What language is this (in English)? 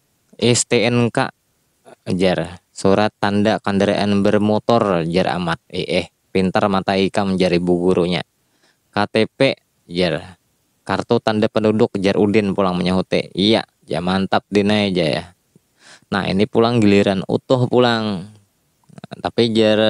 Banjar